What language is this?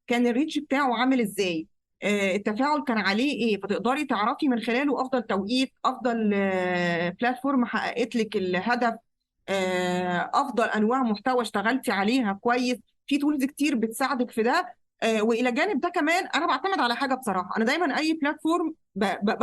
Egyptian Arabic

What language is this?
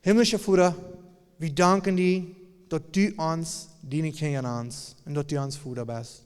Plautdietsch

